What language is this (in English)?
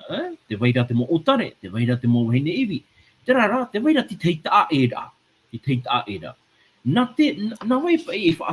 Tahitian